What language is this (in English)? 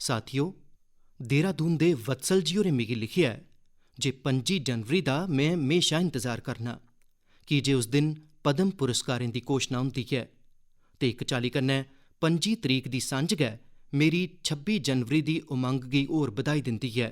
Dogri